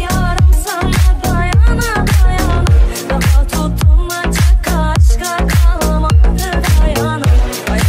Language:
Turkish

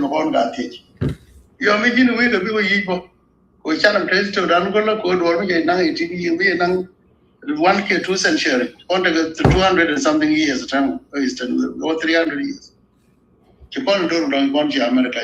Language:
Nuer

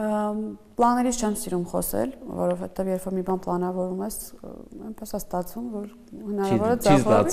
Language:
Armenian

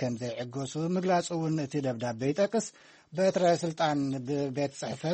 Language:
Tigrinya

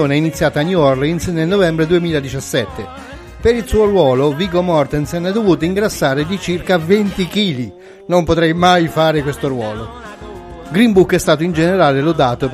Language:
Italian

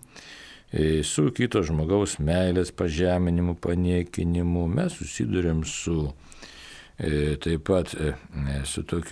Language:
Lithuanian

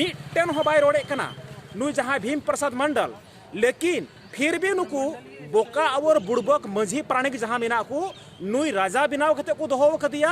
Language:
Santali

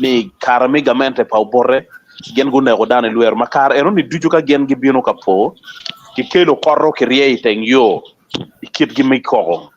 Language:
Acoli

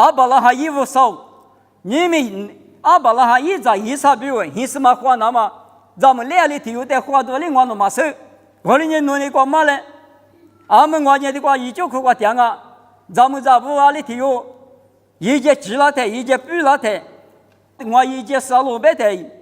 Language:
Lisu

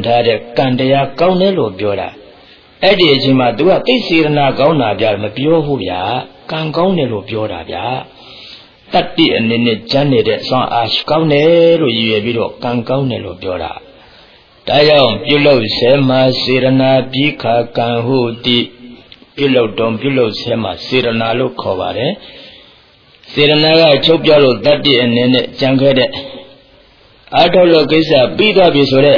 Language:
Burmese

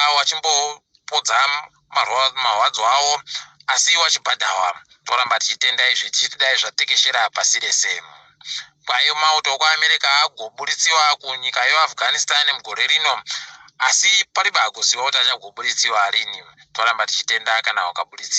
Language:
Ndau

